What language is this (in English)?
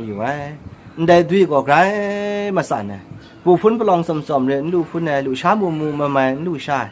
Kachin